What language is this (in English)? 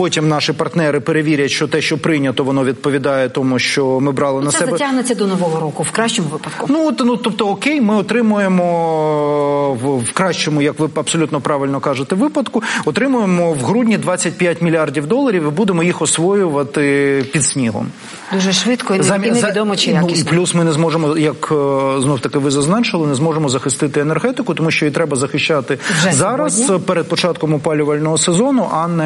Ukrainian